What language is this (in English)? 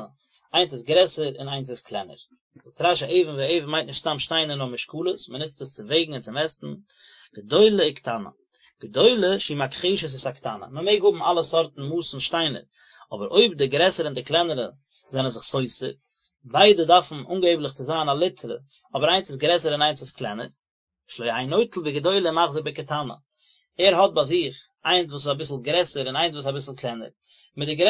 Yiddish